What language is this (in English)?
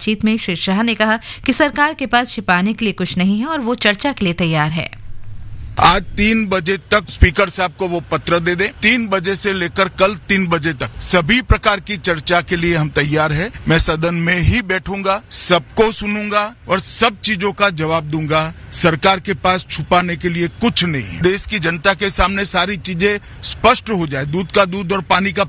Hindi